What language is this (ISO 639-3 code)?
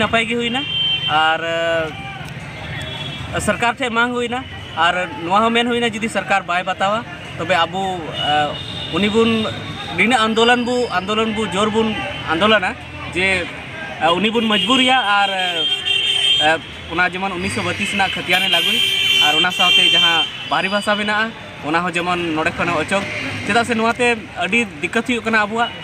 sat